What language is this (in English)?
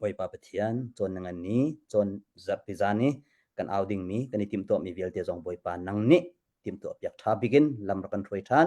Hakha Chin